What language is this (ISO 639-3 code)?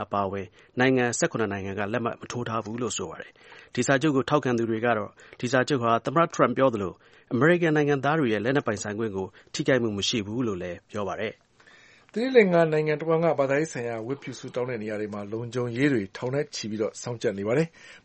mya